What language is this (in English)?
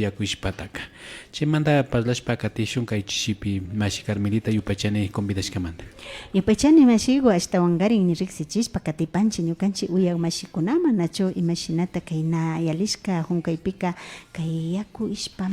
Imbabura Highland Quichua